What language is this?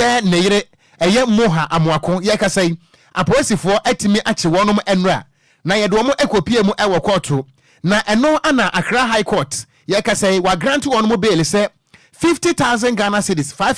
Akan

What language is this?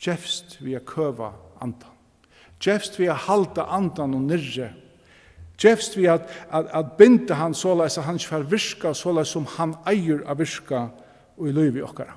Faroese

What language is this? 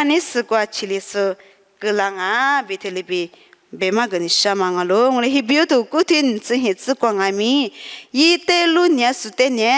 Lisu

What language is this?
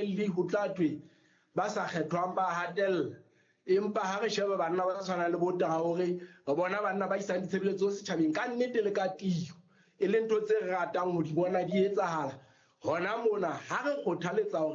Southern Sotho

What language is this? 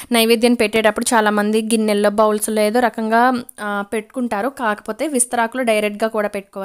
Telugu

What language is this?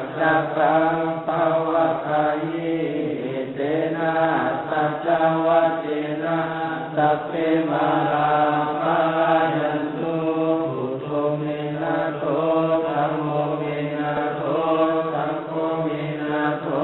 Pali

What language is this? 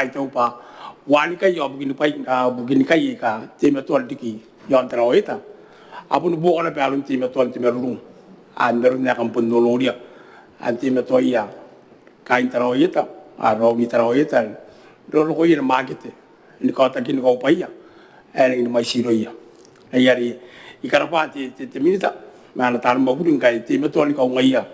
Gilbertese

